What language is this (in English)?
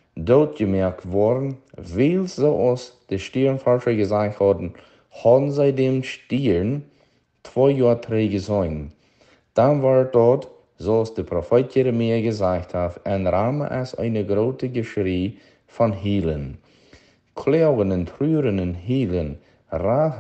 Plautdietsch